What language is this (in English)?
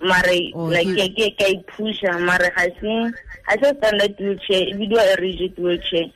Tswana